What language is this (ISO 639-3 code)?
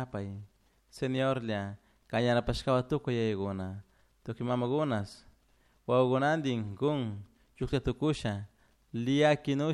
qug